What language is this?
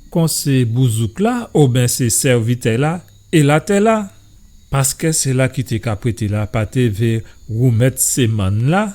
Guadeloupean Creole French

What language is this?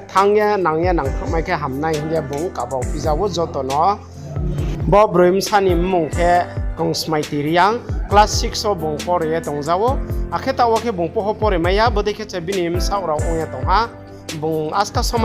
Riang (India)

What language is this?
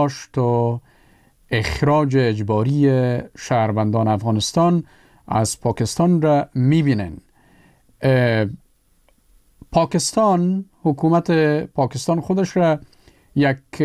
Persian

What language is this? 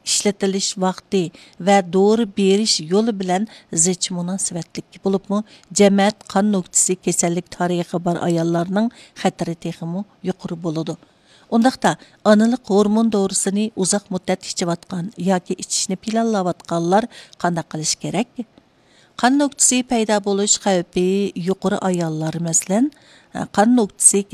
Uyghur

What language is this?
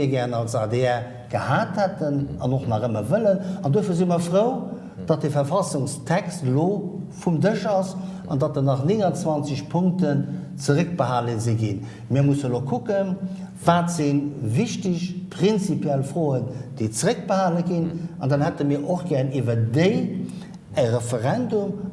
Luxembourgish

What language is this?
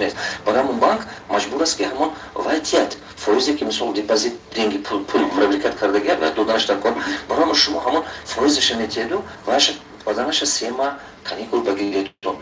Tajik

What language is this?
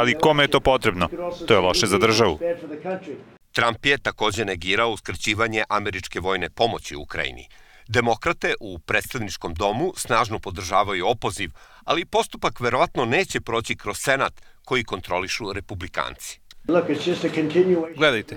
Serbian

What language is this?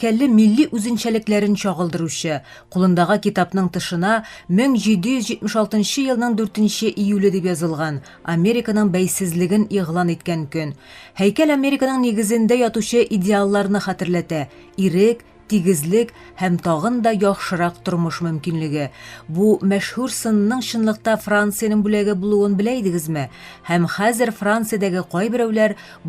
Tatar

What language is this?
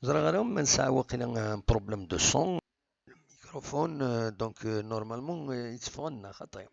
Kabyle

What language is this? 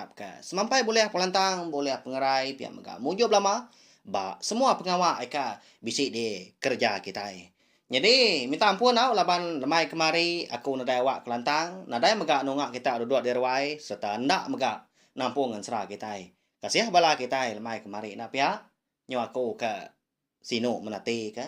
Iban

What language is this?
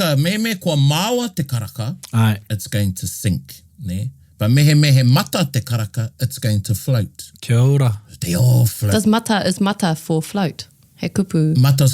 Māori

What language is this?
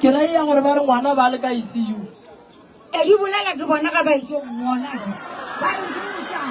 Northern Sotho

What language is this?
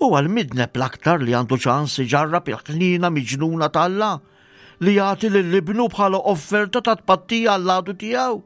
Maltese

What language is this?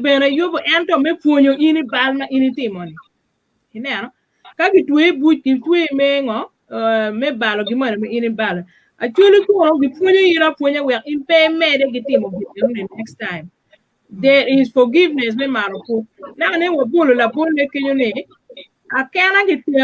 Acoli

